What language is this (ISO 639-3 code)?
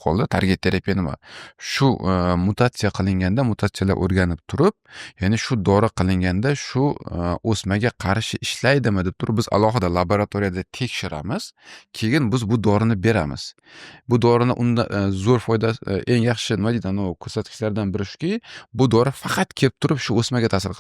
uzb